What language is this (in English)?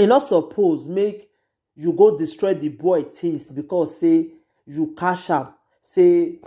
Nigerian Pidgin